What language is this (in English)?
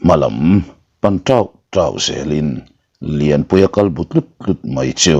Mizo